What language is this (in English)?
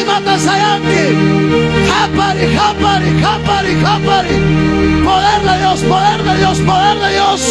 Ayacucho Quechua